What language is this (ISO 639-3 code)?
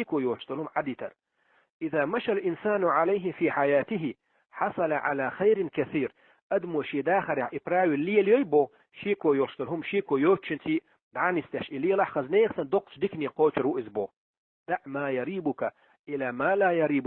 che